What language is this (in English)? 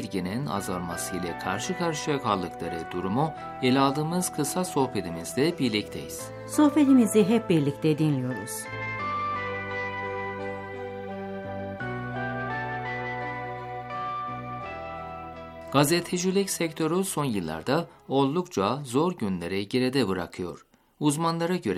Turkish